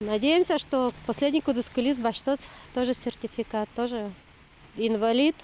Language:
Udmurt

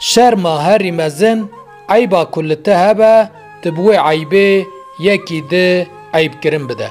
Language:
Kurdish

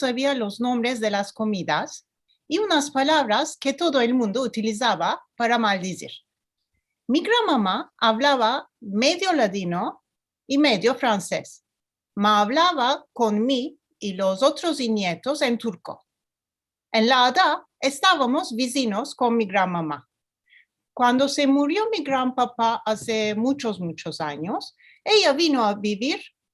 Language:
Ladino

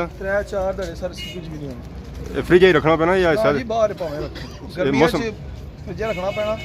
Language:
Pahari-Potwari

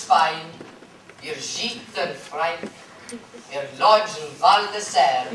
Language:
Welsh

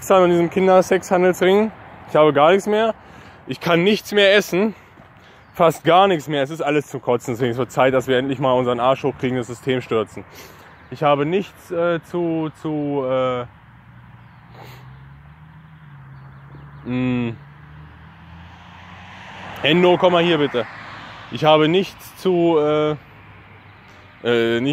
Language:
German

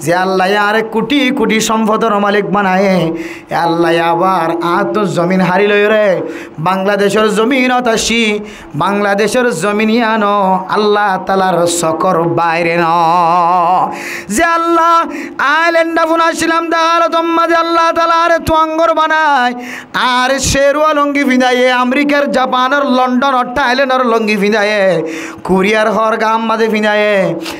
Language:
Rohingya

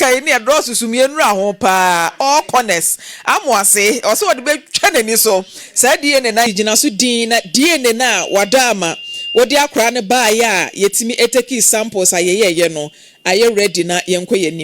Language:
Akan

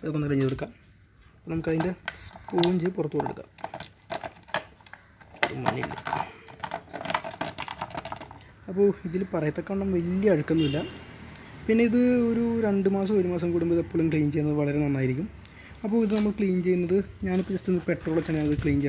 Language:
Malayalam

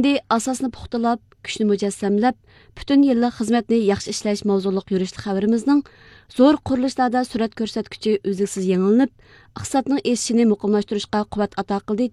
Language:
Uyghur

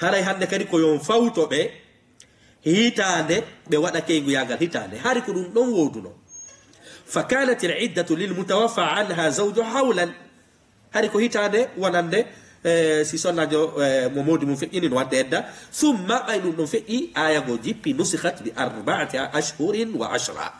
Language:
Fula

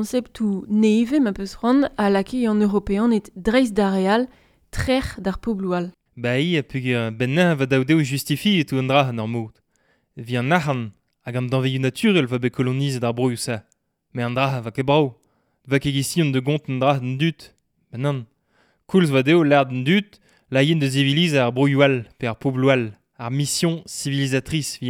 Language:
Breton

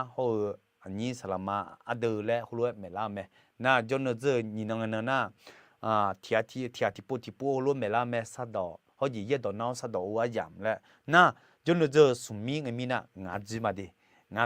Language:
Akha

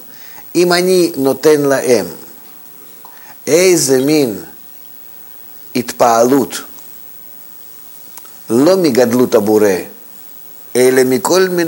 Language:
Hebrew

